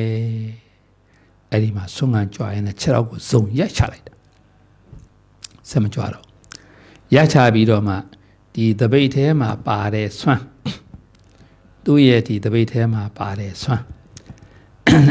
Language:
Burmese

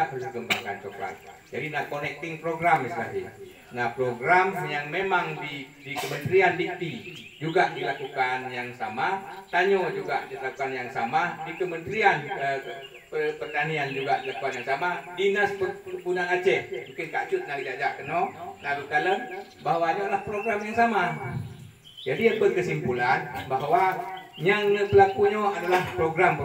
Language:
Achinese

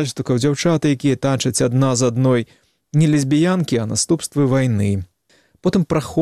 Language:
Belarusian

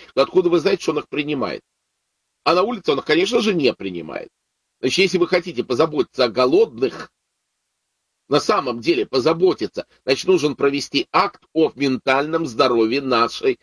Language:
Russian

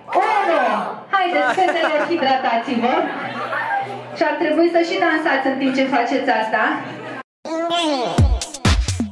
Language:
Romanian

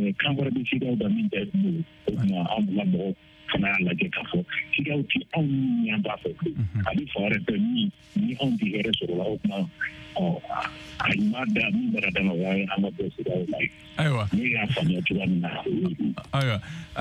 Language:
Bambara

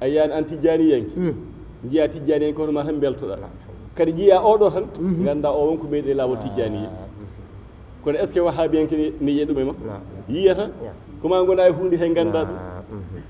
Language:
Fula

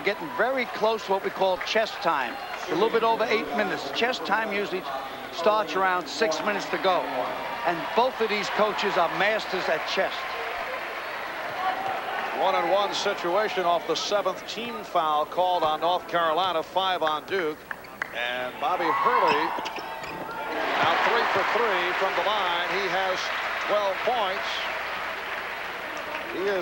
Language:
English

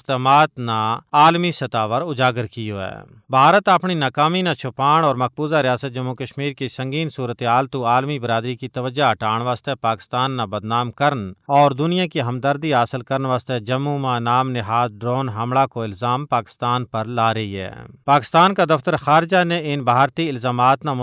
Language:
Gujari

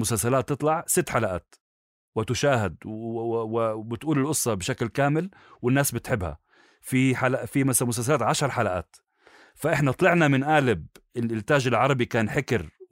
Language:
North Levantine Arabic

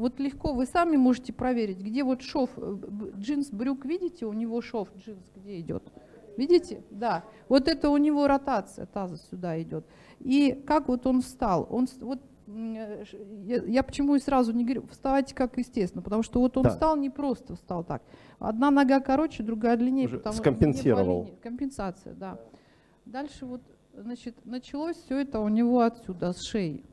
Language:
Russian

